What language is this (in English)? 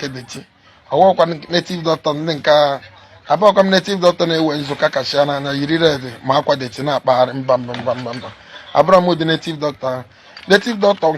Igbo